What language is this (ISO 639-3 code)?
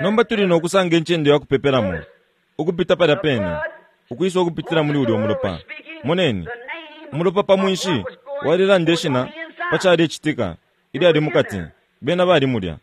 bem